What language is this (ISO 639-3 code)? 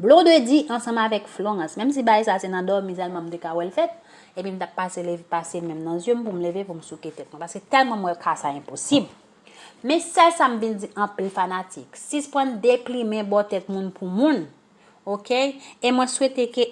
hat